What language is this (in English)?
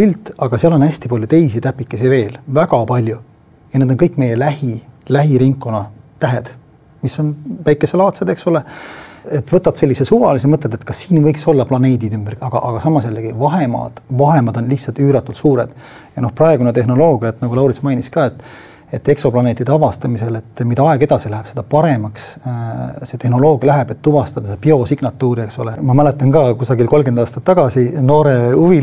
Estonian